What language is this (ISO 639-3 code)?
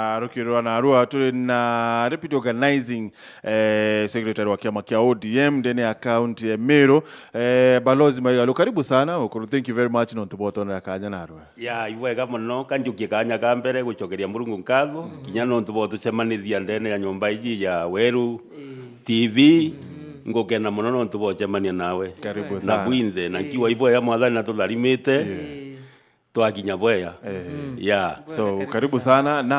mer